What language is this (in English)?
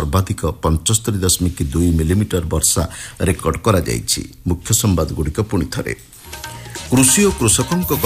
Odia